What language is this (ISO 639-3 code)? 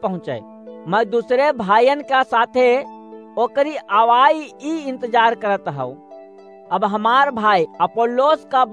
awa